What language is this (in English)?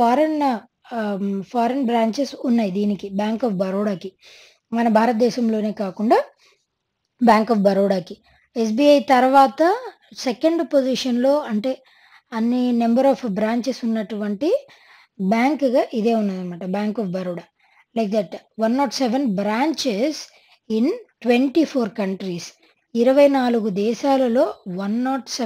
Telugu